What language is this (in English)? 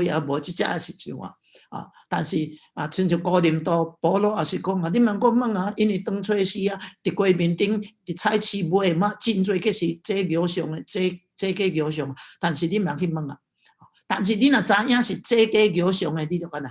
Min Nan Chinese